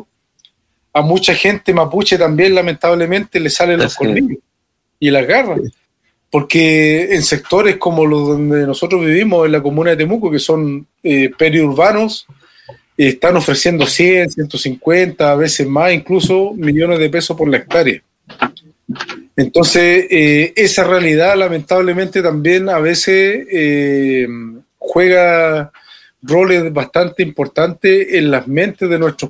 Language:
Spanish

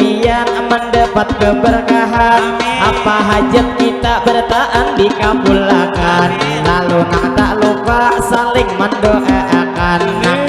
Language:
Banjar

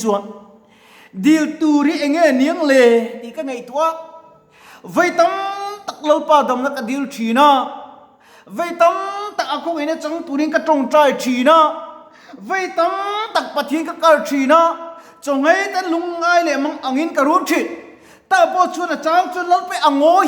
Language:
Mizo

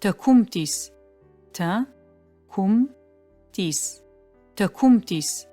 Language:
Adyghe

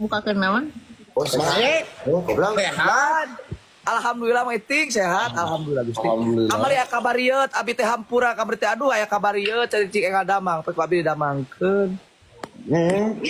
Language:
Sundanese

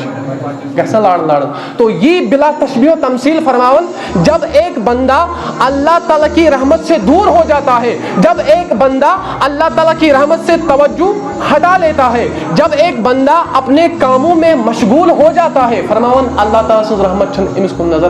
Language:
Kashmiri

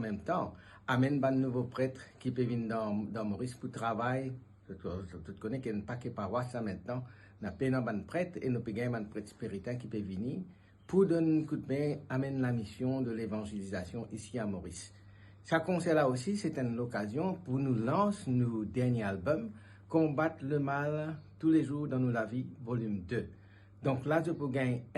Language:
Morisyen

